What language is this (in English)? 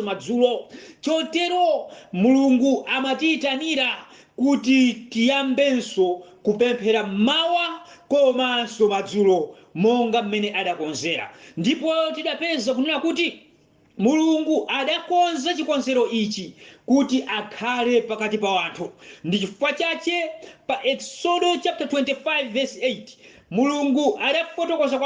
Nyanja